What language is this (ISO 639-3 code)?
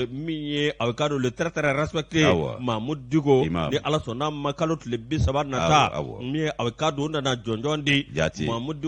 bam